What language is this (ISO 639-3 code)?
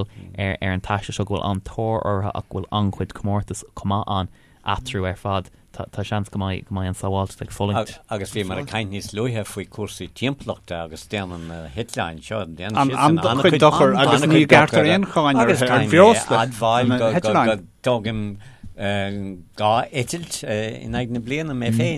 gle